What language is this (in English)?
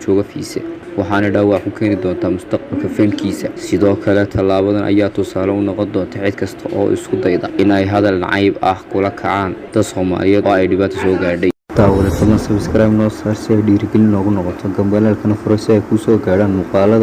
Somali